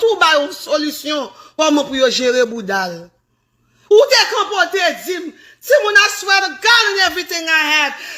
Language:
Haitian Creole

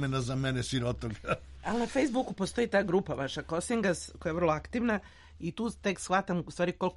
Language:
Serbian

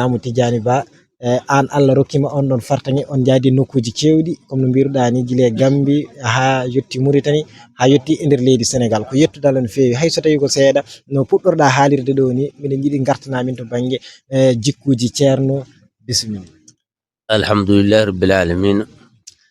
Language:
Fula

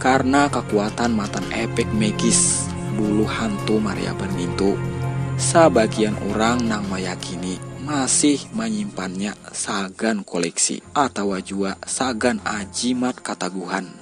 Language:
Banjar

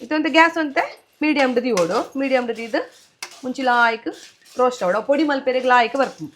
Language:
Tulu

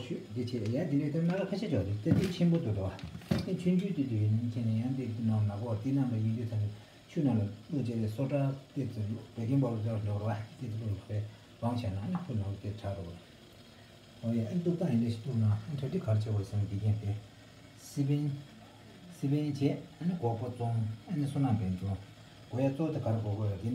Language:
Tibetan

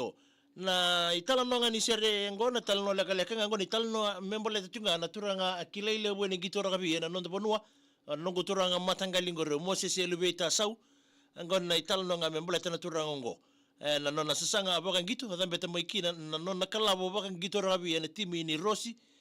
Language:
Fijian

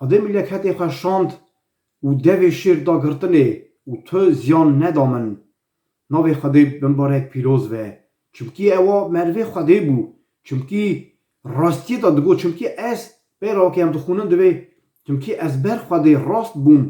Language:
Kurdish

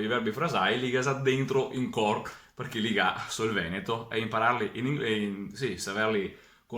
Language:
Venetian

